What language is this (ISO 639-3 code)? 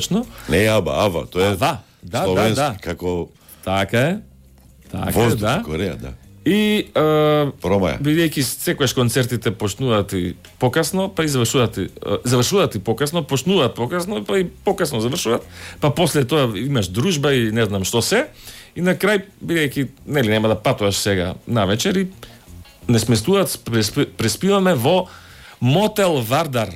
mkd